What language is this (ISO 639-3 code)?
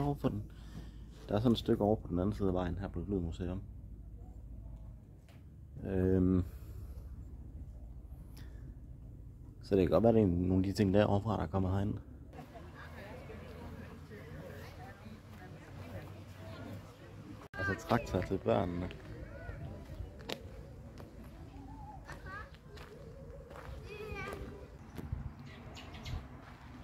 dan